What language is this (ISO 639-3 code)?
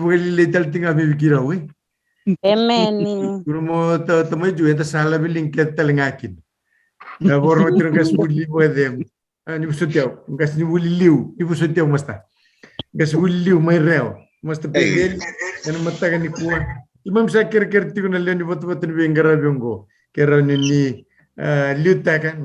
fij